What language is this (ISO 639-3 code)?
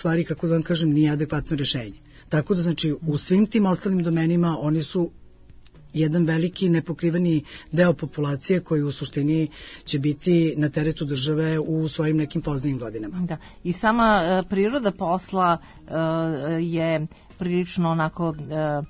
srp